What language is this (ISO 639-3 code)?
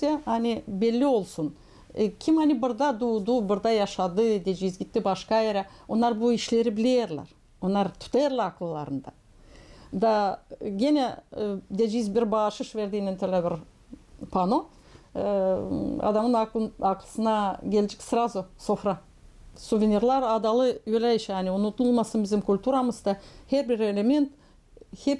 gag